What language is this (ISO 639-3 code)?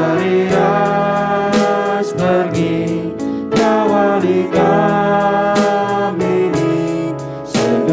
btx